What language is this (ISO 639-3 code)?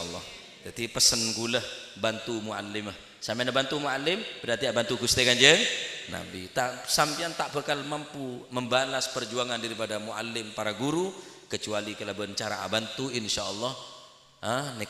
mad